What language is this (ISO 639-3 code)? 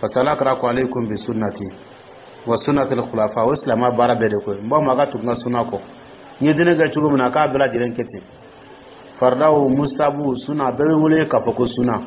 dyu